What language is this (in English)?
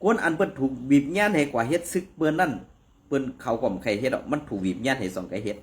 Shan